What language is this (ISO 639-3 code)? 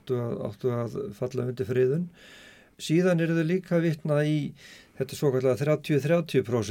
isl